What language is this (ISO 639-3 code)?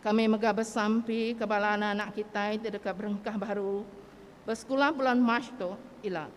iba